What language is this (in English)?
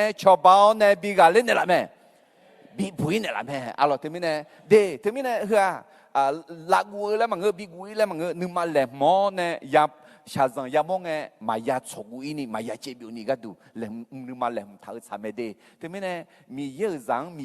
Akha